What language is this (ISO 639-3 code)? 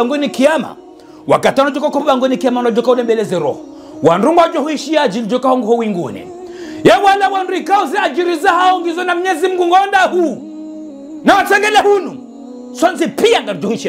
zdj